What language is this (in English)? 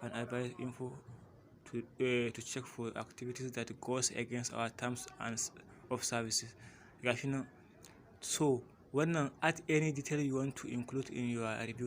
Hausa